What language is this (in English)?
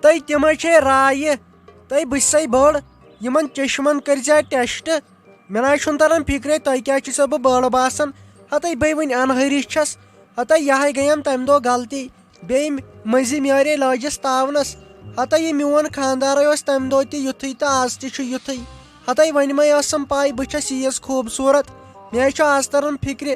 Kashmiri